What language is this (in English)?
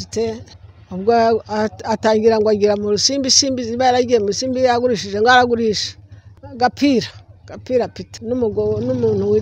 Kinyarwanda